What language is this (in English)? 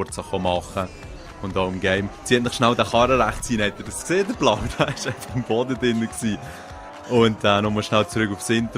Swiss German